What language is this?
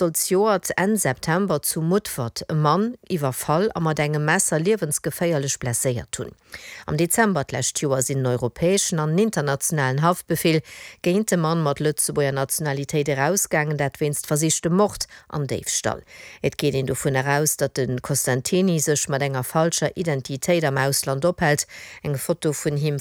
Luxembourgish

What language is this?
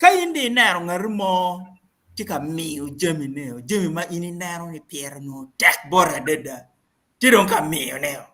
Acoli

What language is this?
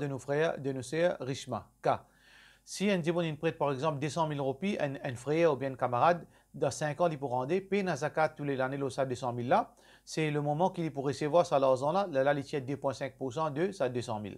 Morisyen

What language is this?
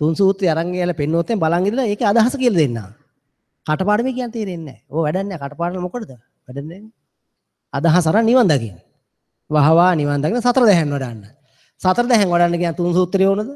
Sinhala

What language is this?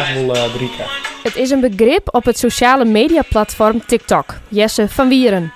Western Frisian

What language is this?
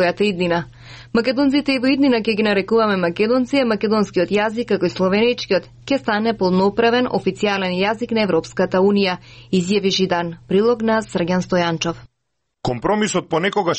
Macedonian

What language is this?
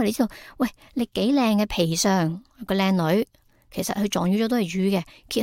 Cantonese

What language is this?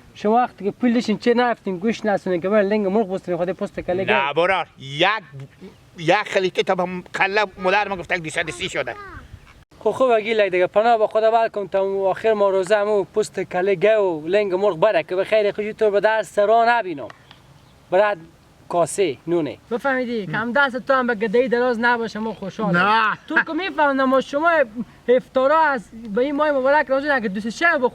Hazaragi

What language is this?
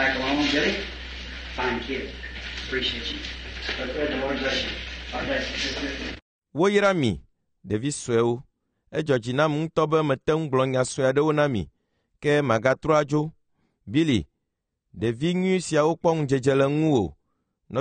Ewe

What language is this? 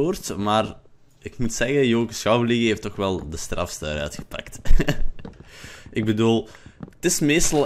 Dutch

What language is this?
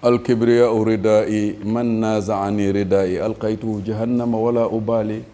Wolof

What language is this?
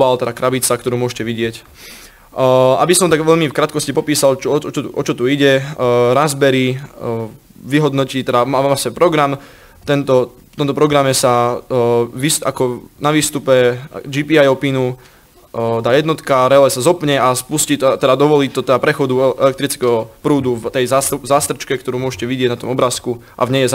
Slovak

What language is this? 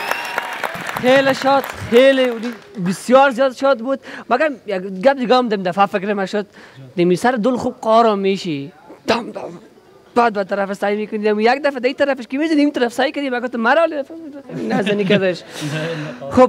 Persian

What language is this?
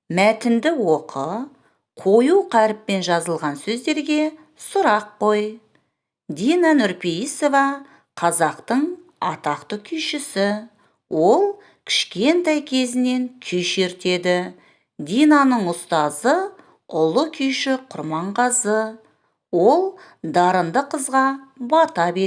Kazakh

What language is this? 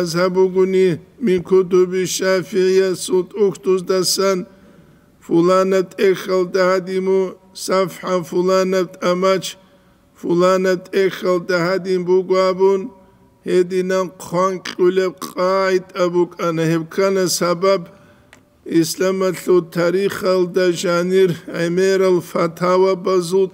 Avaric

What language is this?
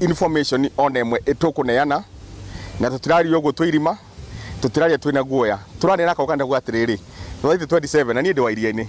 Kikuyu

